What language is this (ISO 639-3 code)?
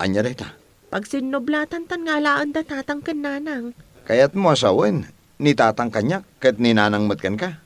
ilo